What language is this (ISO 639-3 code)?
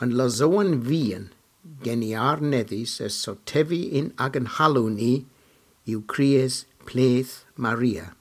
cor